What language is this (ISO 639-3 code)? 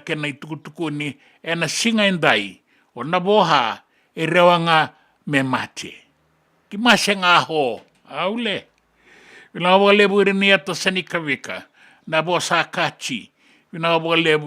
fij